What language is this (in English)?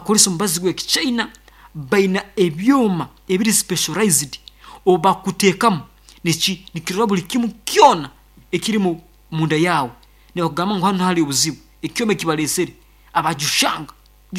Nyankole